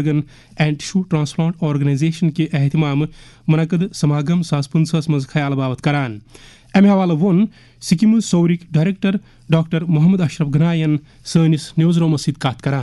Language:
Kashmiri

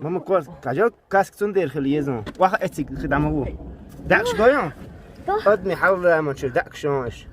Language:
Chechen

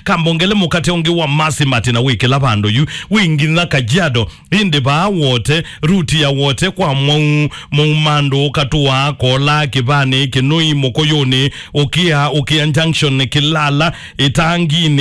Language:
Kamba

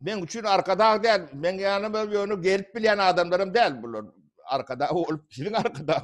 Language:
Turkmen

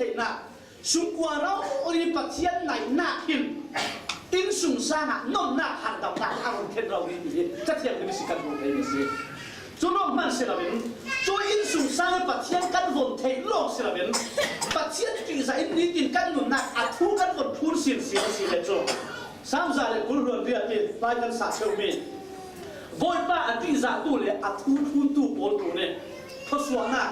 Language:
Falam Chin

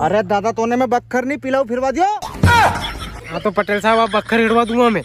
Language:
Rajasthani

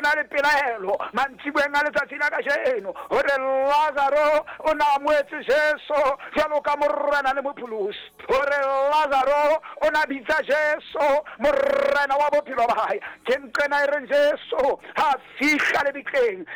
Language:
Southern Sotho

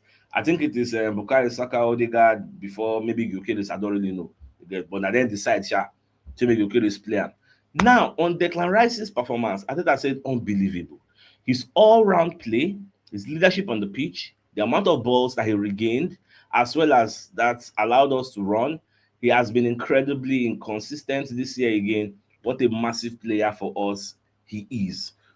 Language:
Nigerian Pidgin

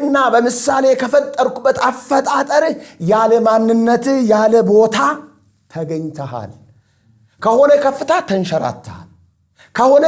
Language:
Amharic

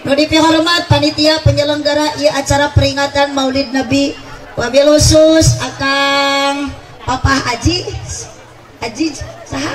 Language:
Sundanese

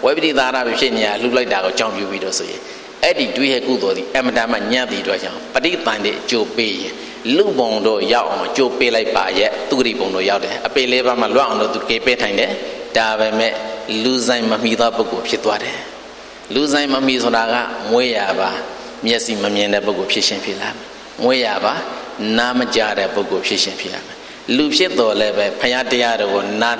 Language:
Burmese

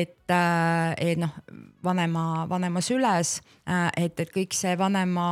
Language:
Estonian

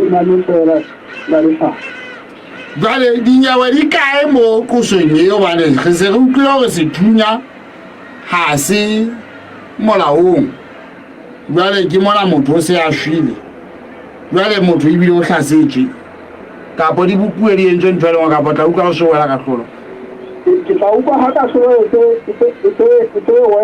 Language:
Southern Sotho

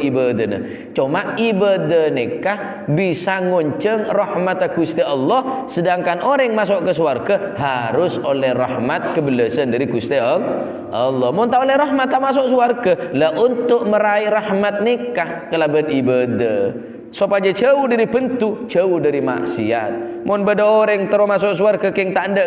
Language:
Madurese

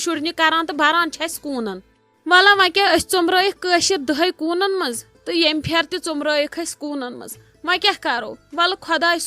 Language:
Kashmiri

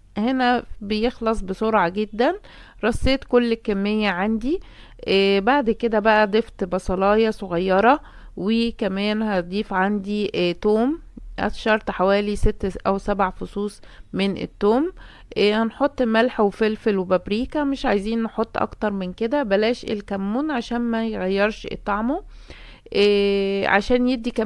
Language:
Egyptian Arabic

